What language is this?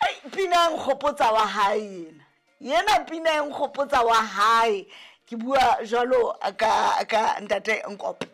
Southern Sotho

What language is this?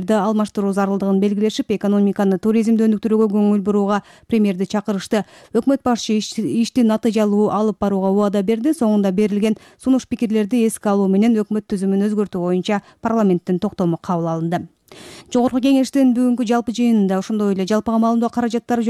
Kyrgyz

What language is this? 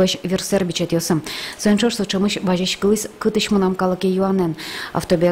Udmurt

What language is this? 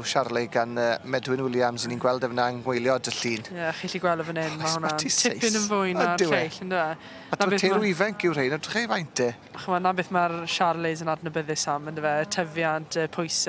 Welsh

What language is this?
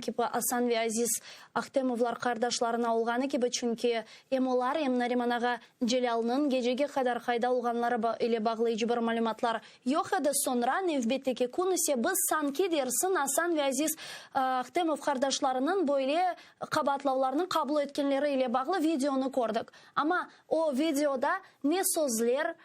Crimean Tatar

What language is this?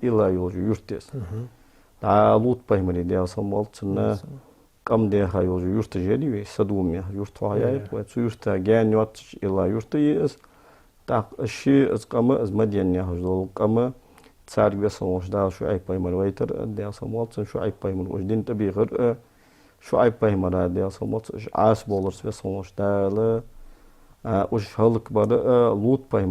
Ingush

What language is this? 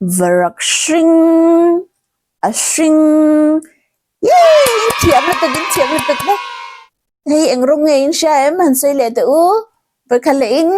Mizo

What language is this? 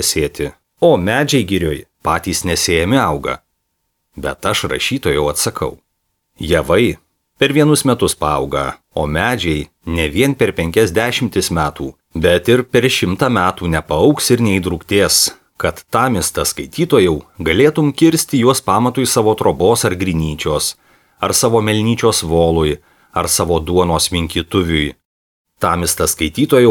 Lithuanian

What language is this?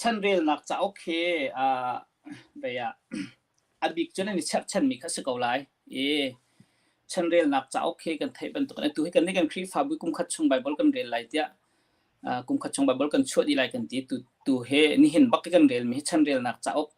Hakha Chin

